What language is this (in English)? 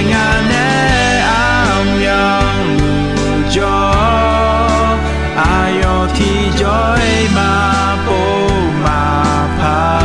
Akha